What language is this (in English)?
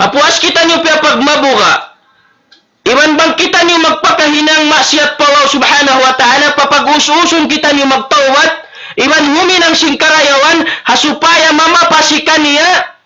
Tausug